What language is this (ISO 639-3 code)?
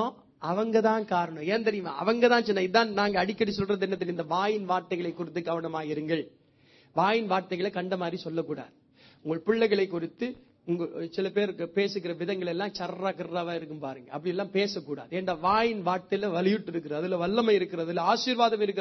tam